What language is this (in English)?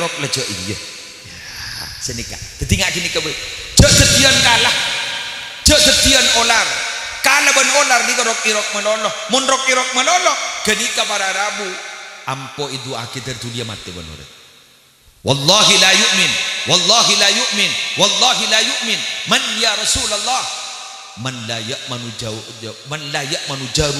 Madurese